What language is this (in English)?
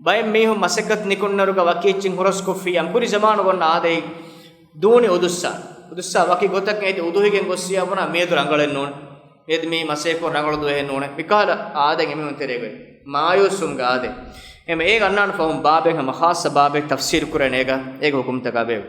Divehi